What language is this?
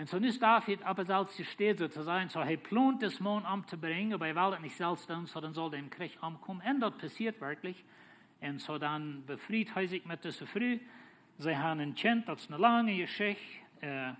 Plautdietsch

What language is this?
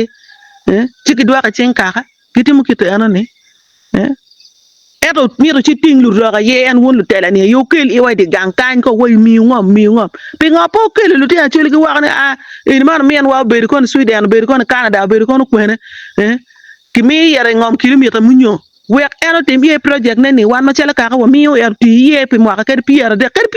Acoli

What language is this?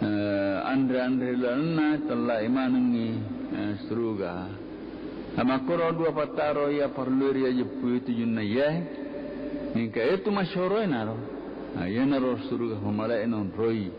Buginese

